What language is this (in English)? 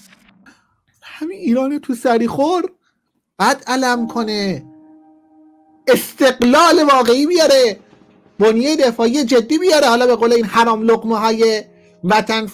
Persian